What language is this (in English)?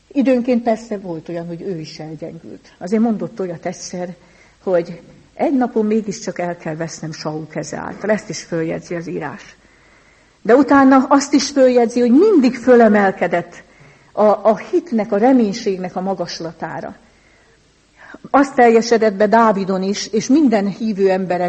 Hungarian